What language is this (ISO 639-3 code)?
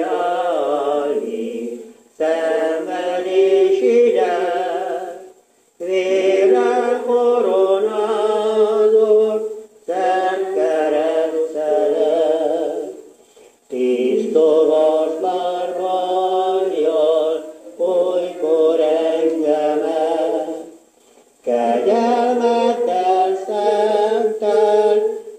hun